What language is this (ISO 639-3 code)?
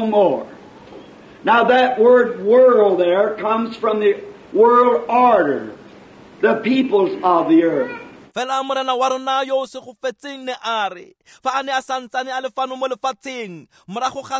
tsn